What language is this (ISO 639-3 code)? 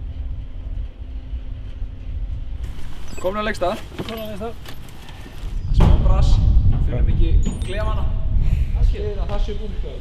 isl